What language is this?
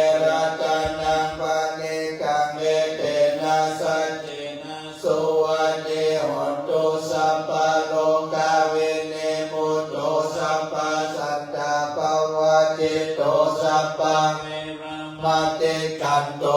Pali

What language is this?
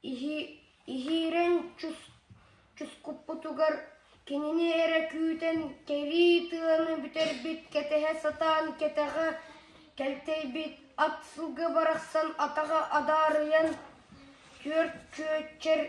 Yakut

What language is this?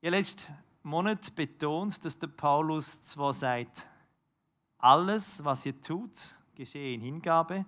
Swiss German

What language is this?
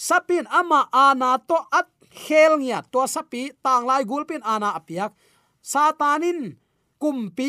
Tedim Chin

